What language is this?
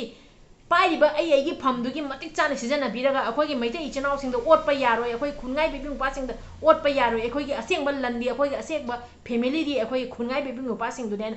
Manipuri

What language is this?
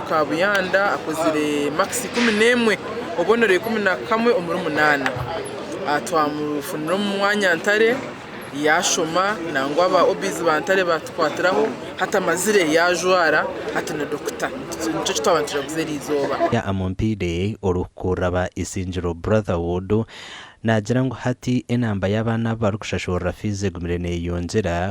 Nyankole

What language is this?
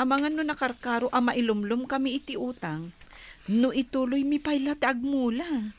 Iloko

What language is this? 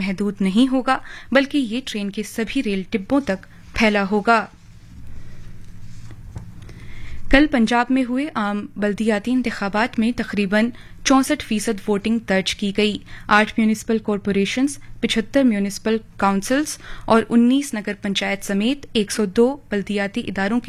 Urdu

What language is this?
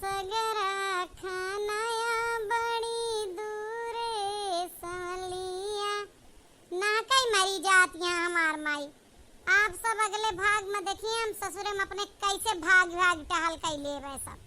Awadhi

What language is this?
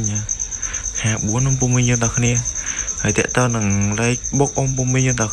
Khmer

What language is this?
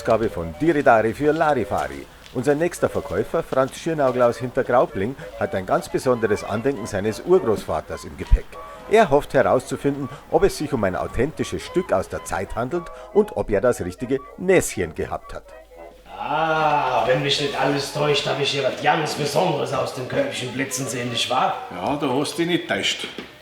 Bavarian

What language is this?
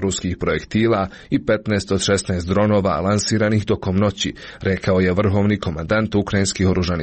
Serbian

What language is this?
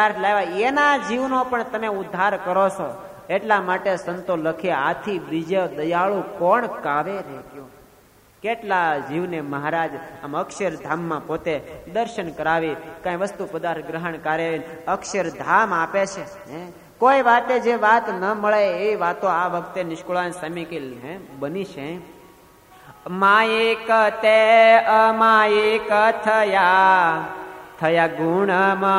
Gujarati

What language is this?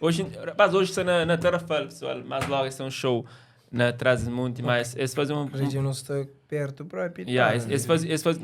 Kabuverdianu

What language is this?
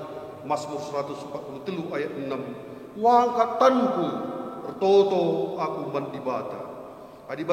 Batak Karo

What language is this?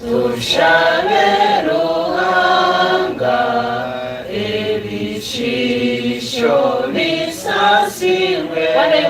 Nyankole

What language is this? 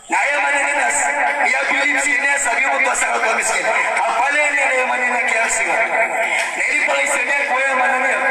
Maranao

